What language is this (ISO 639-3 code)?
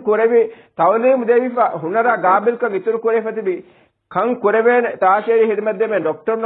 div